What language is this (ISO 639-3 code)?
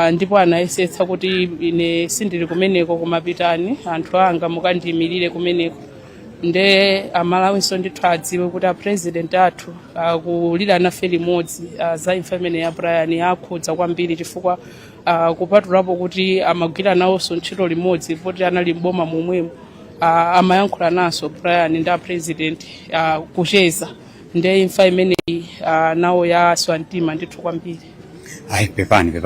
nya